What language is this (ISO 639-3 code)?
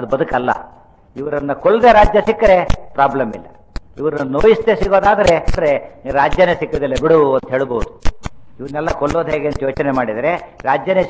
kan